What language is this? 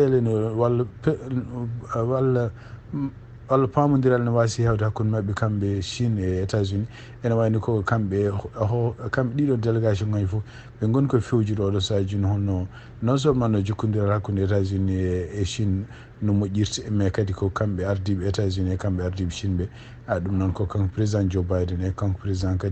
Fula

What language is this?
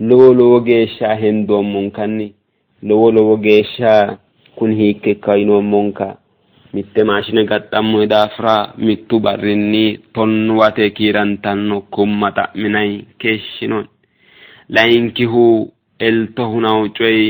Sidamo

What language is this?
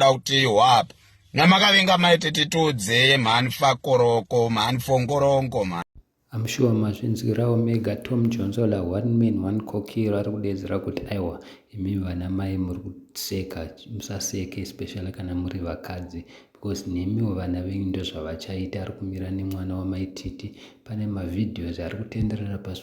Shona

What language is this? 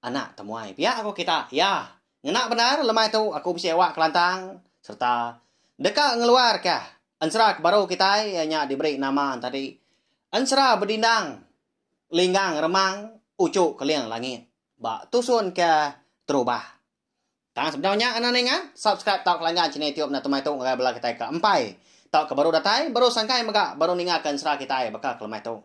Iban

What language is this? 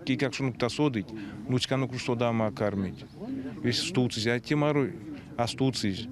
Erzya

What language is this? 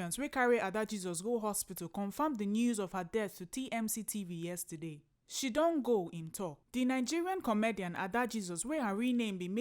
Nigerian Pidgin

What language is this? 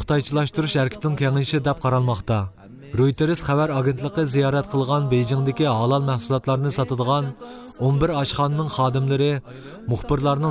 Uyghur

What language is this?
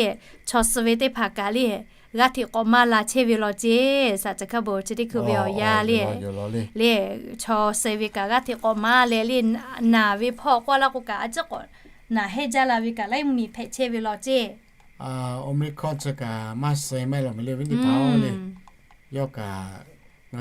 Lahu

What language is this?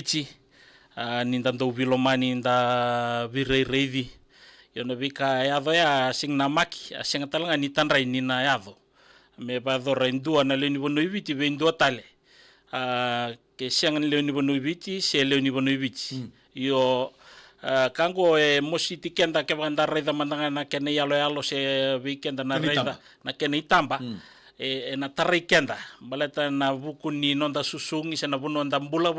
Fijian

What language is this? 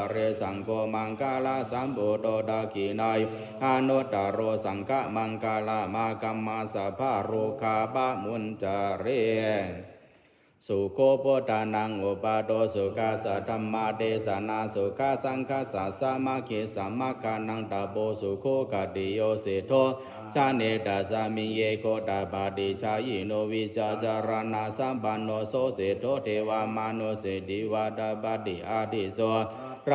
Pali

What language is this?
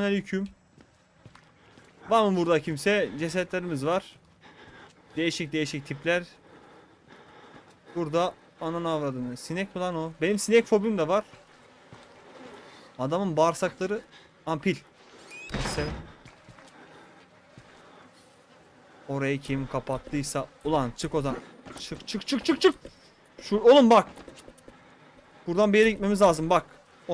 Turkish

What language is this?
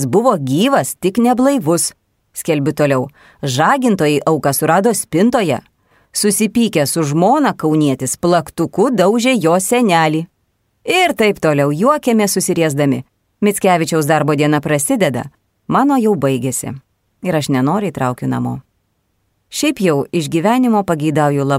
Lithuanian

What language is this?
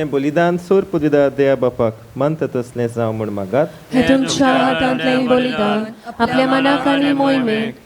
Konkani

